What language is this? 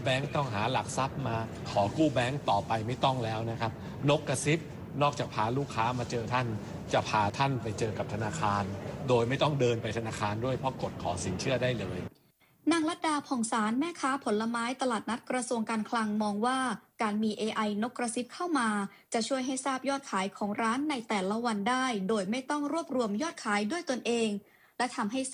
Thai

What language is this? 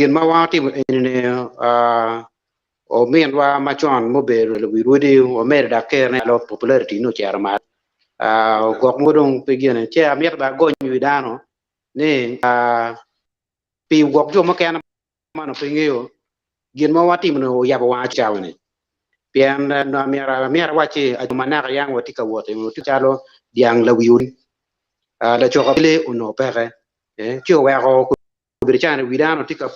Acoli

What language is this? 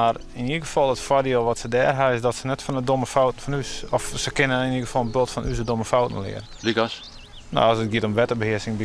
Western Frisian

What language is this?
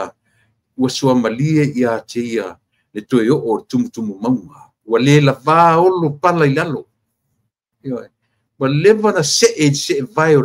Samoan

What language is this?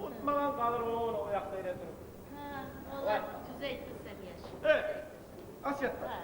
Kumyk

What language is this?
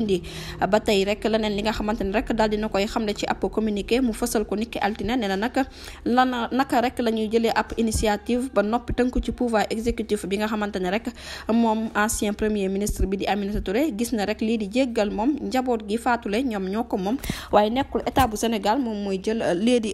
Wolof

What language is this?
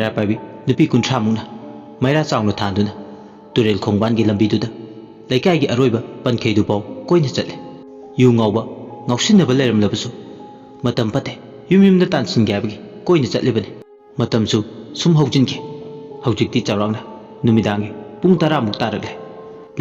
Manipuri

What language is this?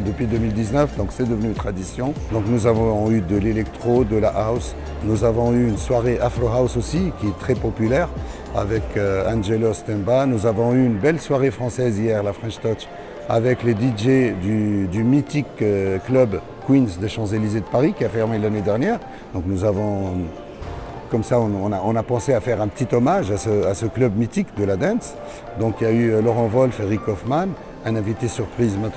French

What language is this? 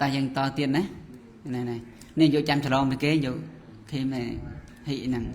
Khmer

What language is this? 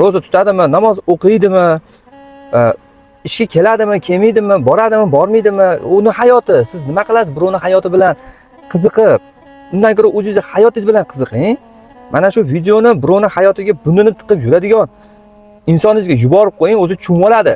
Uzbek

